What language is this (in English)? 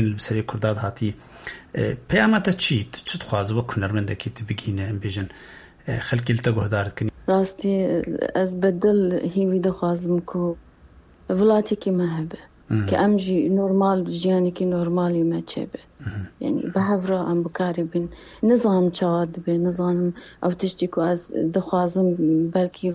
Kurdish